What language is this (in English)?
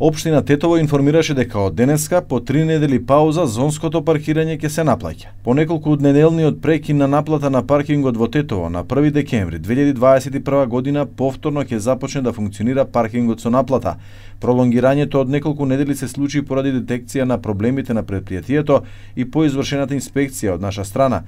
Macedonian